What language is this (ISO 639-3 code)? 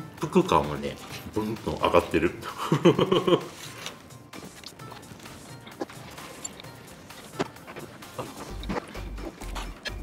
jpn